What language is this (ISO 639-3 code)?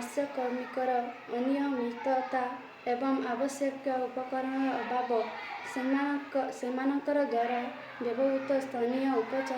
ori